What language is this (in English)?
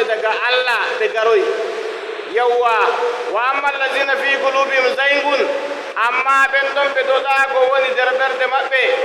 Nigerian Fulfulde